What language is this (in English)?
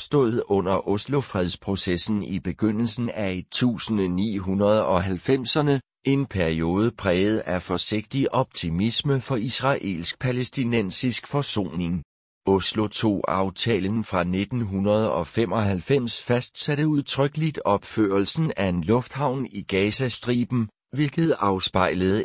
Danish